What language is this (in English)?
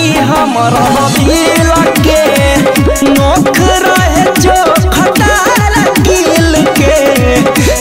Bhojpuri